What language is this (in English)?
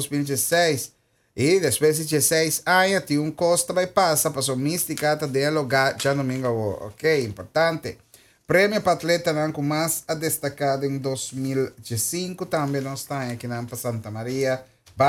Papiamento